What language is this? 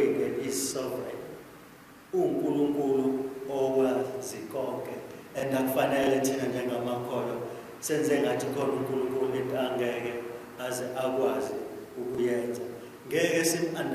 Zulu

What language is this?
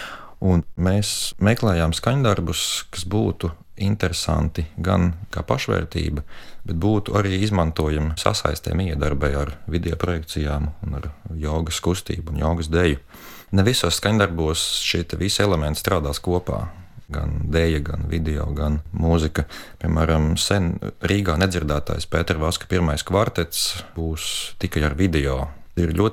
Latvian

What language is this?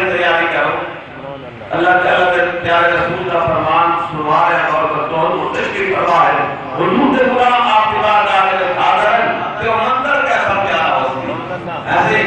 Saraiki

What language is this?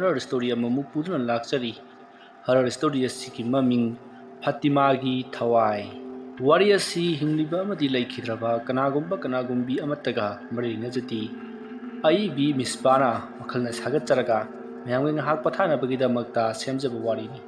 Manipuri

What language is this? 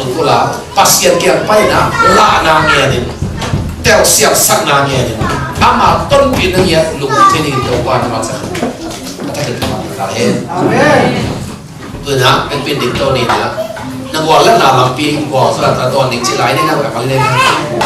Tedim Chin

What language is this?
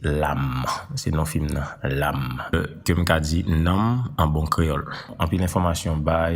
Haitian Creole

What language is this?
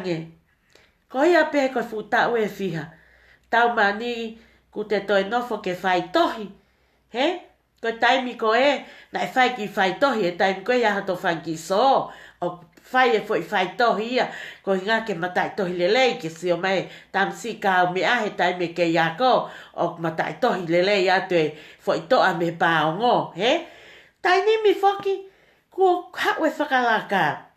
Tongan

